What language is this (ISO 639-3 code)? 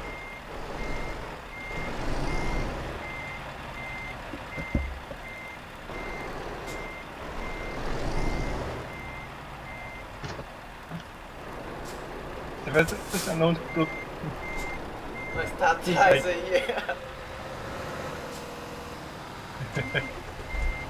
por